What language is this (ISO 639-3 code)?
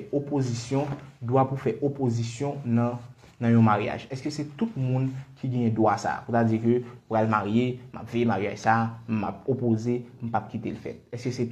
hat